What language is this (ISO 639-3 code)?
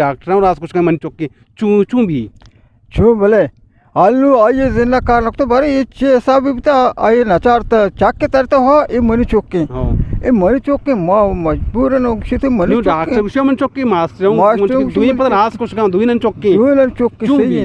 bgp